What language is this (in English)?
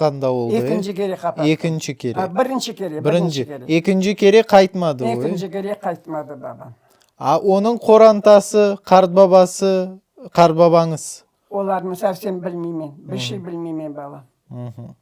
Crimean Tatar